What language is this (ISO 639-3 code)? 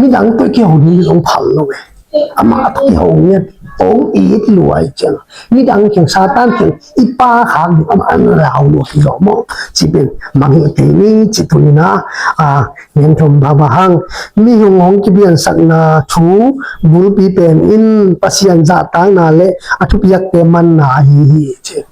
ctd